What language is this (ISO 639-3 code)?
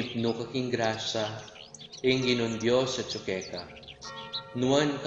pam